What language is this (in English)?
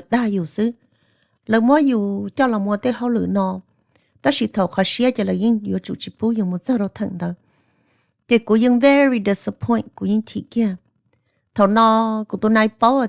Hmong